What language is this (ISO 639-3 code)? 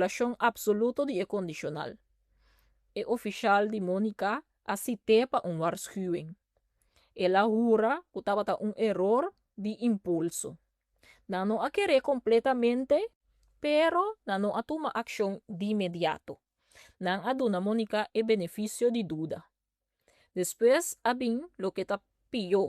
pap